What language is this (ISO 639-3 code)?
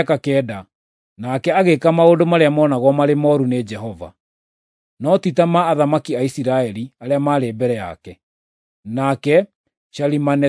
kik